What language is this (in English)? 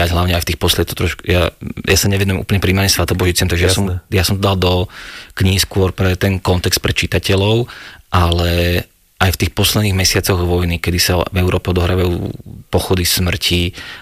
Slovak